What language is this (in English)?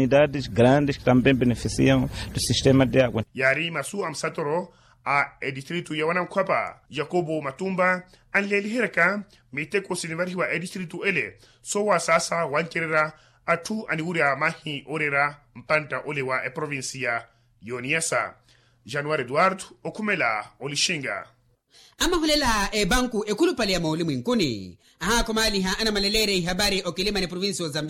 Makhuwa